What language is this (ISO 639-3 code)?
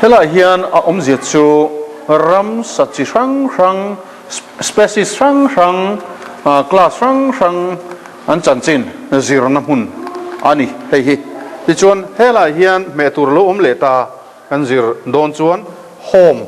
lus